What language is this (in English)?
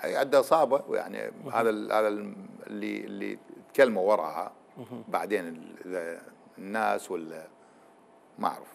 Mesopotamian Arabic